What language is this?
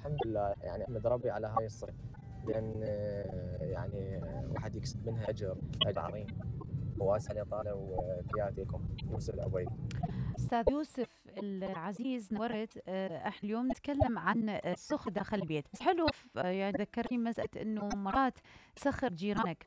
Mesopotamian Arabic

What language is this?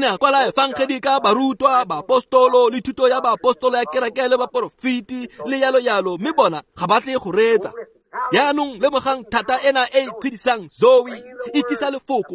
Tswana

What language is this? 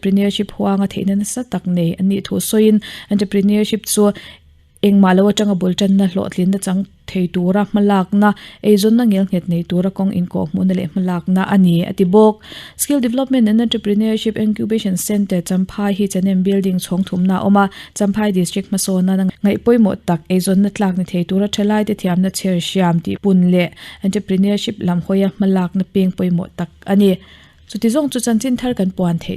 Mizo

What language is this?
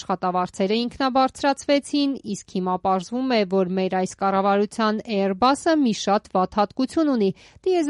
Armenian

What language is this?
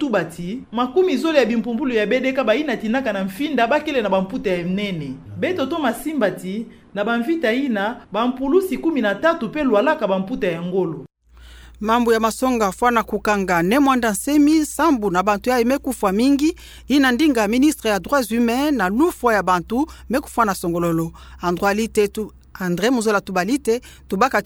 Kituba (Democratic Republic of Congo)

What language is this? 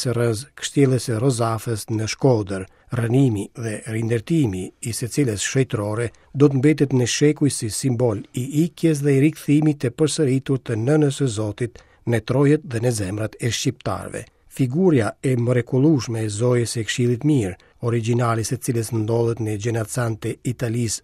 Albanian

